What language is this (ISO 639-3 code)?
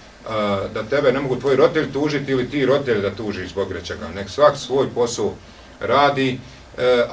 bos